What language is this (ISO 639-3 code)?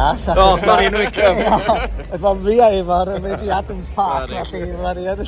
cym